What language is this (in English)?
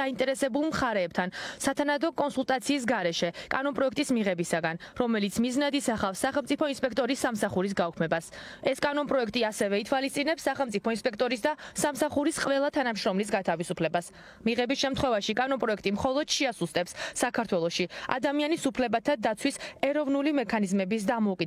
Georgian